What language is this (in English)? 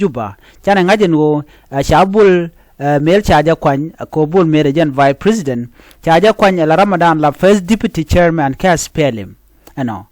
Nuer